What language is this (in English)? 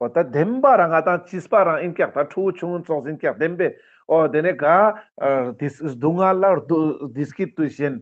Ladakhi